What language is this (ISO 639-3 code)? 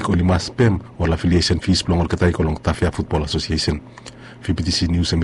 bis